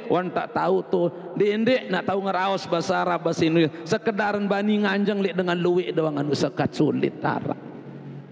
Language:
Sasak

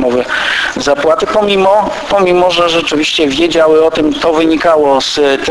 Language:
Polish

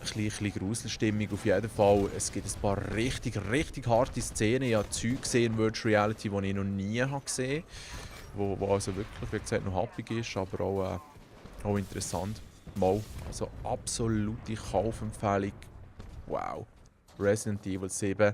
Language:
Swiss German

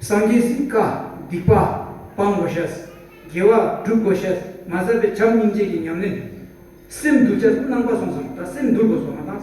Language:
Tibetan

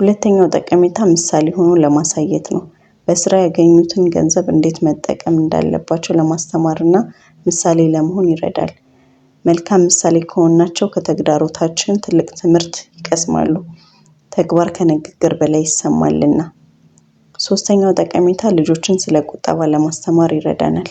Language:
Amharic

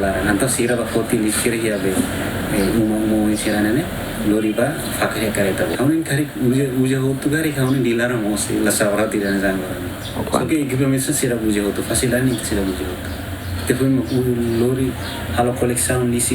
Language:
Tetum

